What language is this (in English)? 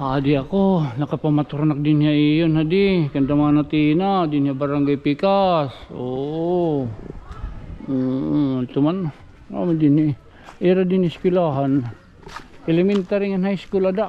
Waray